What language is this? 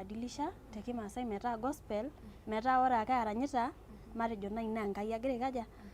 Masai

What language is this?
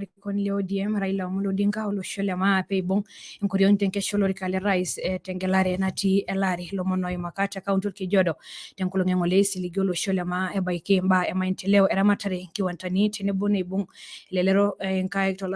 Masai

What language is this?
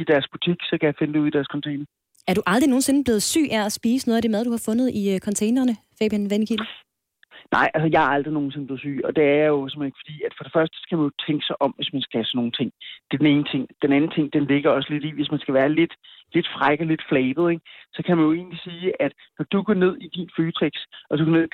Danish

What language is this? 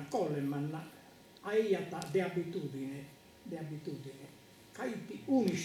Sardinian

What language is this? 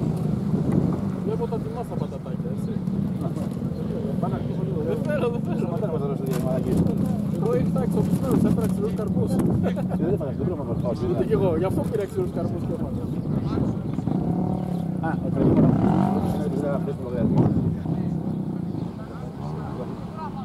Greek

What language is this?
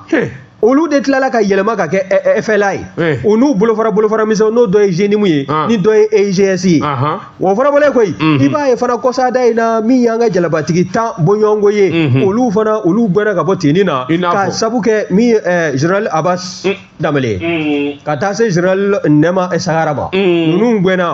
Bambara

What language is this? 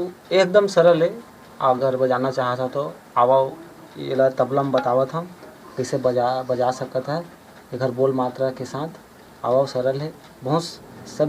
Chhattisgarhi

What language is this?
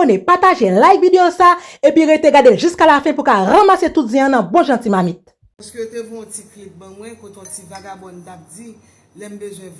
Haitian Creole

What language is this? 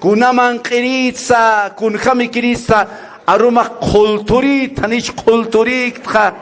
Aymara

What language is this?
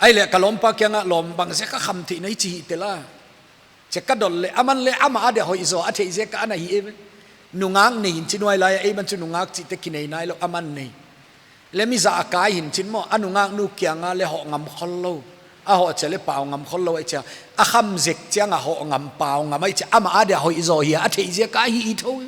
Paite Chin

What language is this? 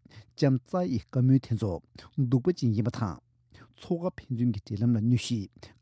Tibetan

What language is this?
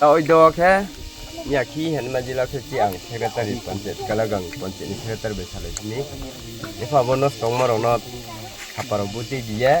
Riang (India)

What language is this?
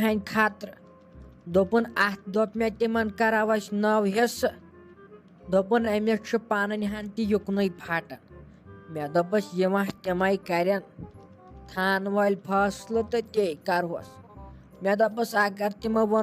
Kashmiri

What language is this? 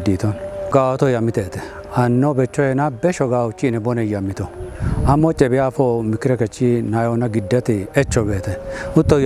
Kafa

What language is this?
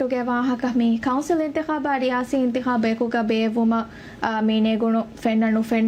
Divehi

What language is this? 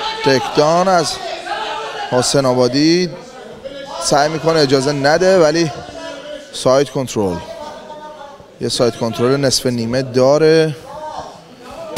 Persian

